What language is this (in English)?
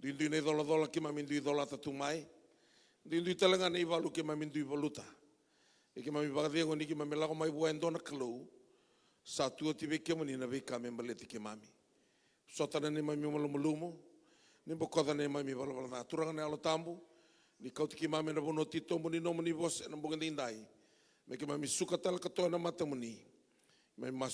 Fijian